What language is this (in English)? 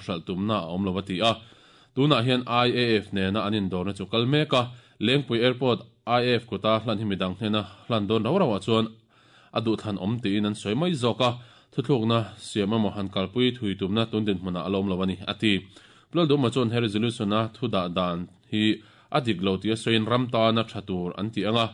Mizo